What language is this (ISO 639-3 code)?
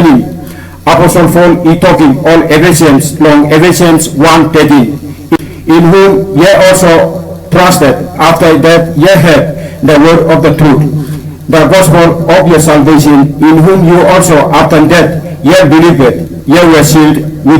tpi